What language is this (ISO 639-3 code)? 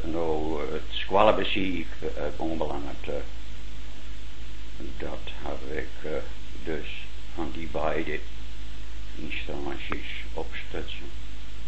nld